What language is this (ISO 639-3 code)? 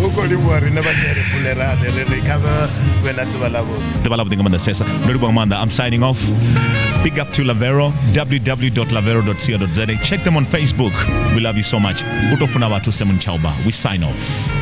ven